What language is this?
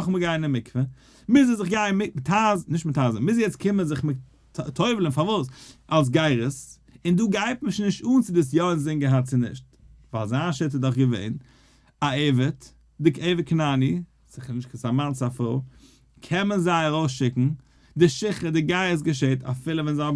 Yiddish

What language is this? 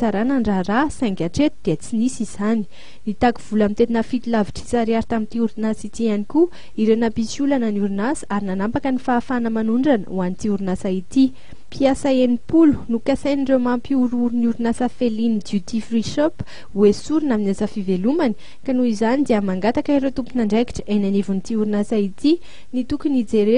Malagasy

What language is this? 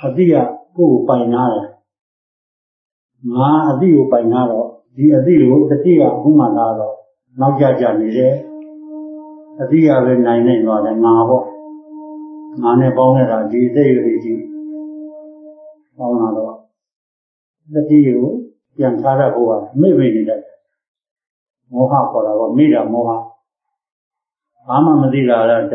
Burmese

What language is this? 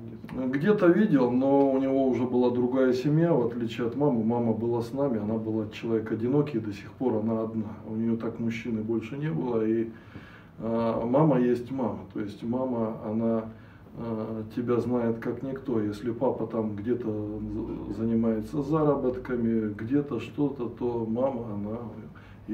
Russian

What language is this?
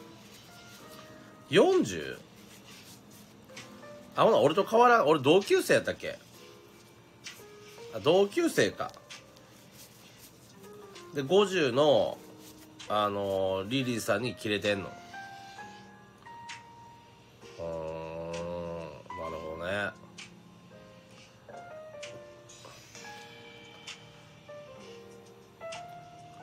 Japanese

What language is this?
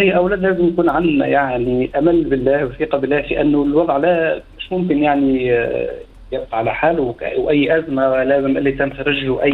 Tunisian Arabic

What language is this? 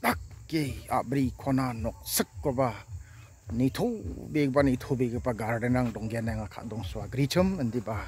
Karbi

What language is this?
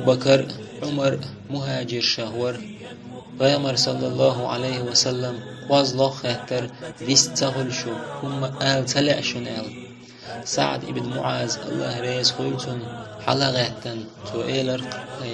Chechen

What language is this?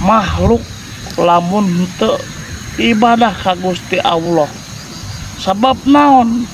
Sundanese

